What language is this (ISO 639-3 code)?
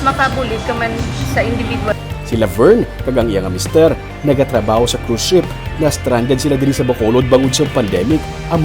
hil